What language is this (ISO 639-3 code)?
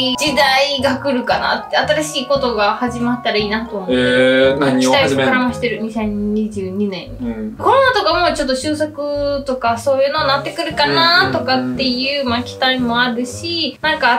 jpn